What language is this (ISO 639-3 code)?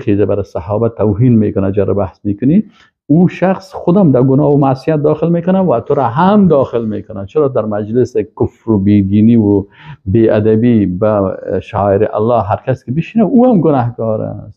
fas